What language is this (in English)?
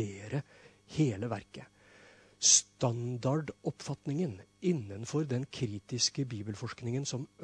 Norwegian